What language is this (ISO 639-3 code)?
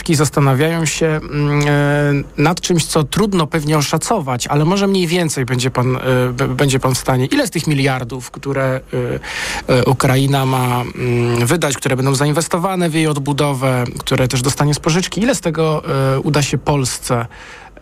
pol